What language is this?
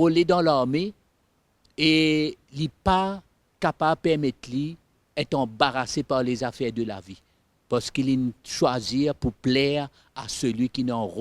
Morisyen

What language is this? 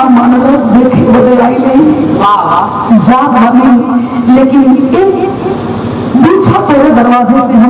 Bhojpuri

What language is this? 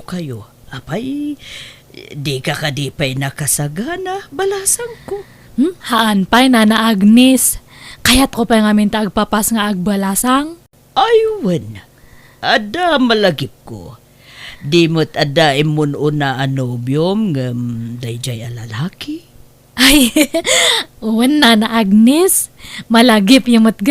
Iloko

